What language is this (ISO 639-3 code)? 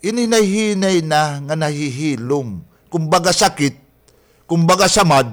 war